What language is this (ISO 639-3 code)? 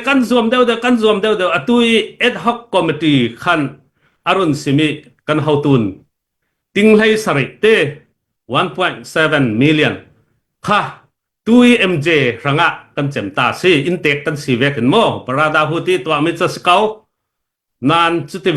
cfm